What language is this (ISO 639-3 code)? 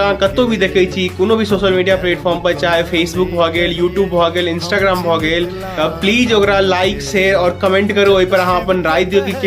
mai